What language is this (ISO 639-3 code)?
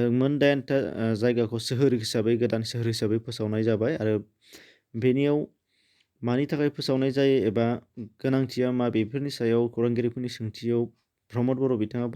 brx